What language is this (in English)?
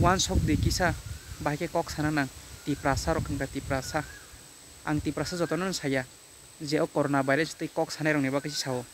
Kok Borok